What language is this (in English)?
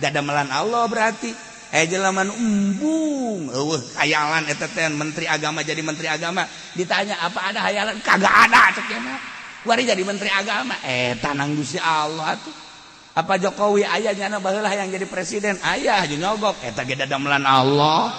Sundanese